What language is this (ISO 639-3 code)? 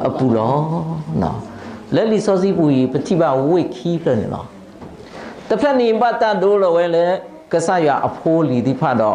ksw